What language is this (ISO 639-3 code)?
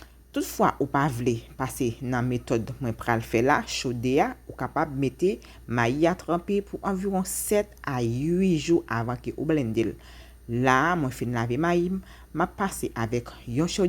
hat